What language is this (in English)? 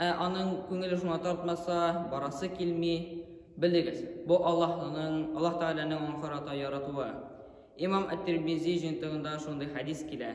Tatar